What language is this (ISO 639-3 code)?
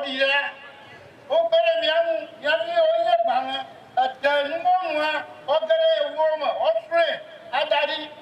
ewe